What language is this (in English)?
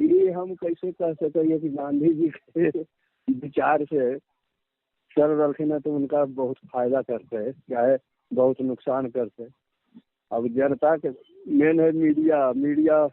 Magahi